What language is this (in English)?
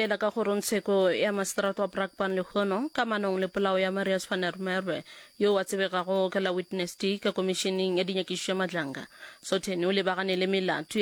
Northern Sotho